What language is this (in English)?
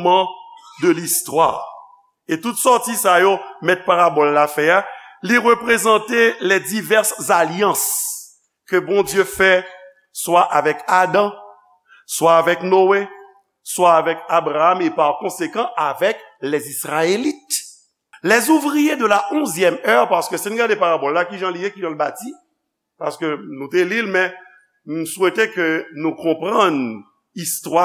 Haitian Creole